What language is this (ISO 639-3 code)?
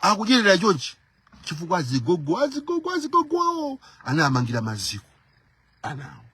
nya